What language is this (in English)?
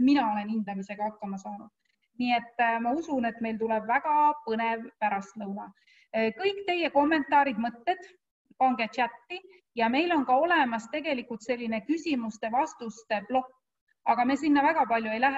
Estonian